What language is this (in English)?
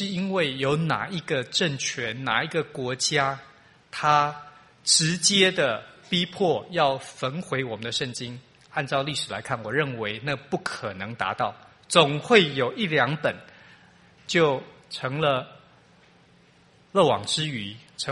Chinese